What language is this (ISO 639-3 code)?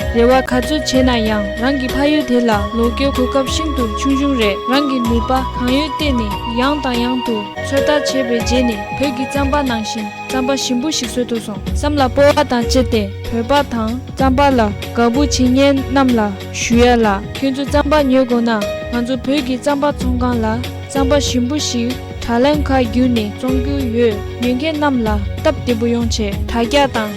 bod